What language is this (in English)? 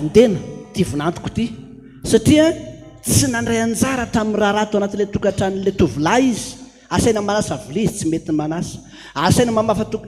Malagasy